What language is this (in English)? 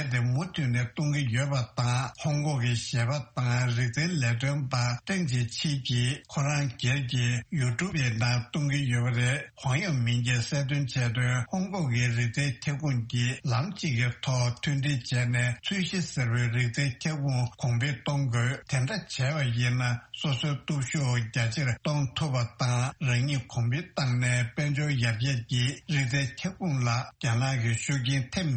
Tibetan